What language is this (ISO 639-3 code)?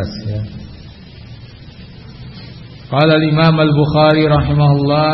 ind